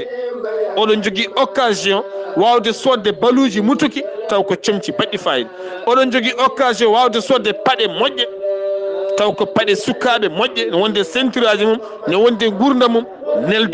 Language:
Fula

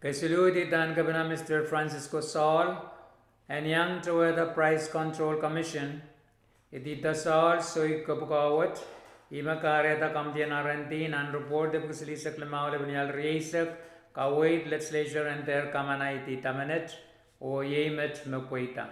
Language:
Pohnpeian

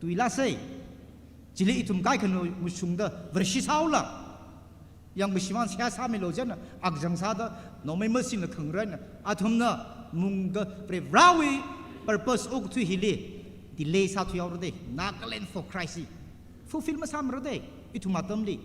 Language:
Tangkhul Naga (India)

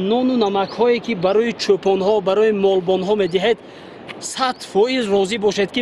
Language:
Tajik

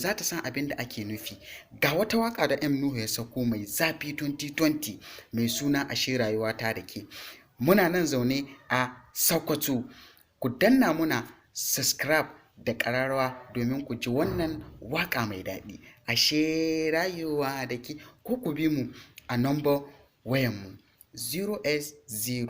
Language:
Hausa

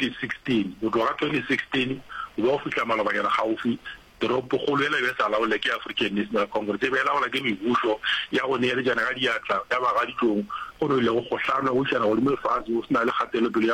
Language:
Northern Sotho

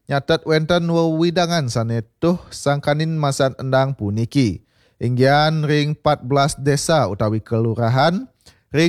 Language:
Balinese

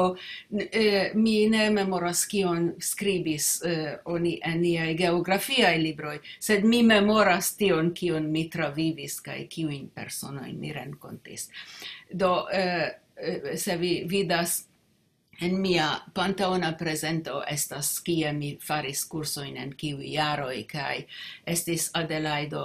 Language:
Esperanto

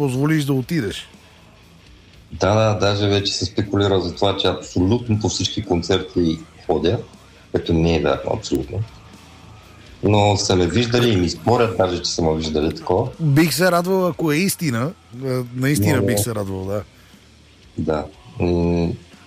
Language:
Bulgarian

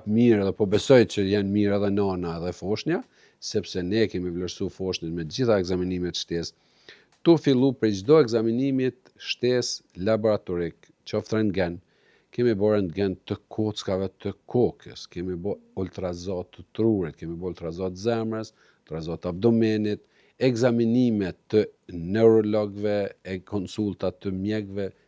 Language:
Albanian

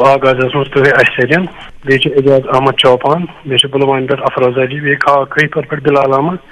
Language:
Kashmiri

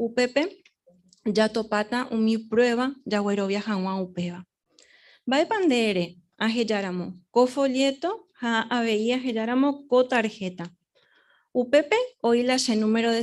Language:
Guarani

